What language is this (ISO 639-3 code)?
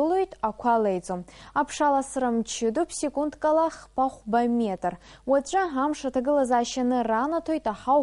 abk